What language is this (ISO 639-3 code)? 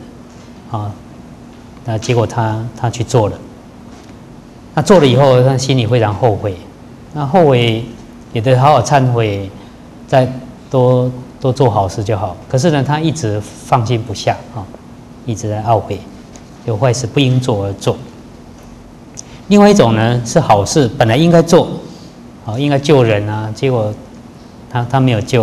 zho